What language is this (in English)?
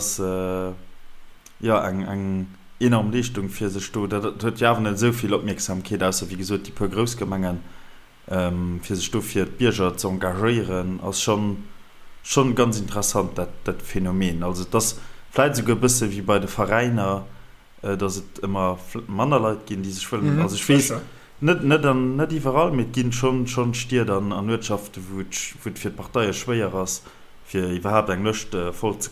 Luxembourgish